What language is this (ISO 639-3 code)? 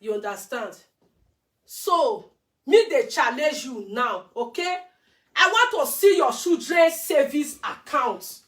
pcm